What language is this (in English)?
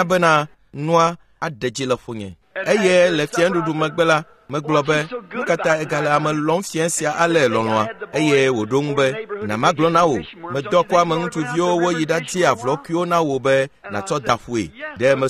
Ewe